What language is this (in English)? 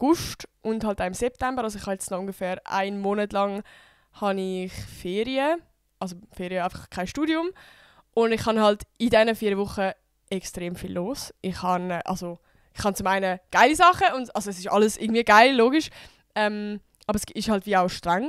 Swiss German